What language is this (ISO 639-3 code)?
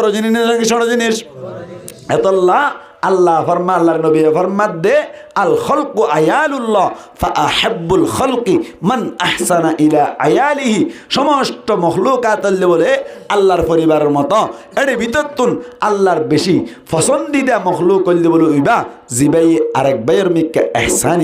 rhg